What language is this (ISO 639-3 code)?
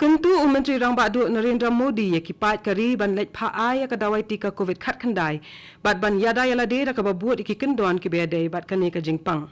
kha